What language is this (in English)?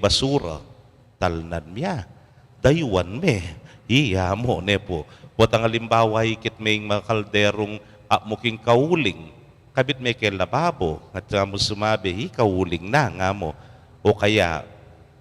Pampanga